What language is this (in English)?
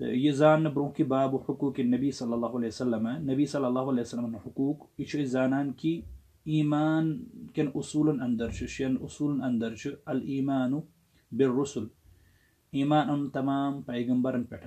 Kashmiri